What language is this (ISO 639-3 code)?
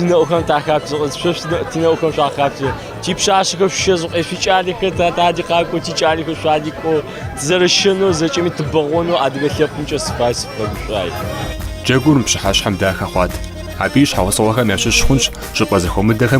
kbd